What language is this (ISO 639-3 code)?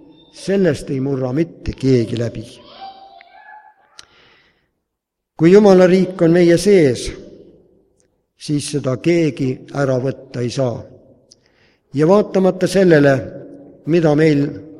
est